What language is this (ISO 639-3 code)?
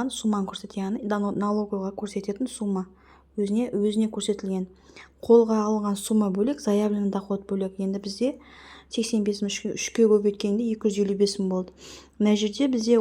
kaz